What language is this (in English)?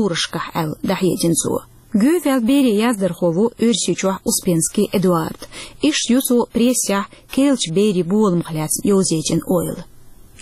Chechen